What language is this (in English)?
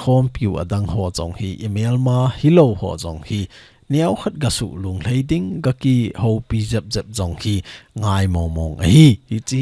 Thado Chin